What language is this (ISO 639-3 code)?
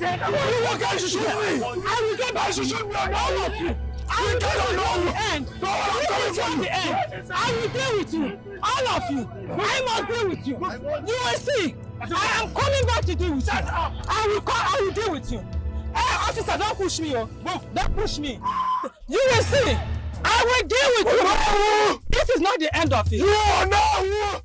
pcm